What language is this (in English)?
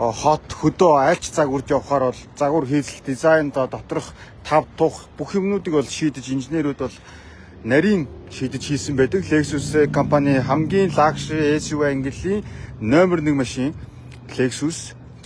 Mongolian